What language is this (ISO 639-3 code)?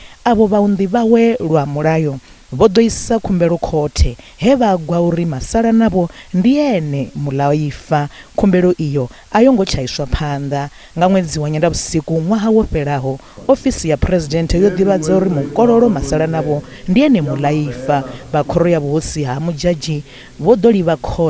ven